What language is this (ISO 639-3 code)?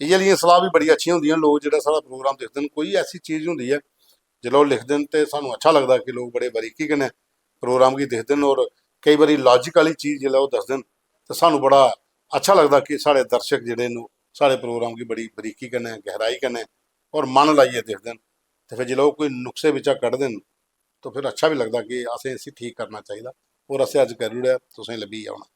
doi